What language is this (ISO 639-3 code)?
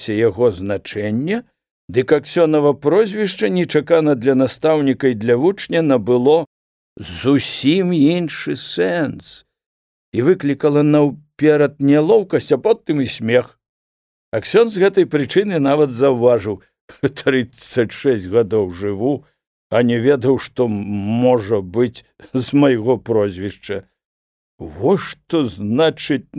bel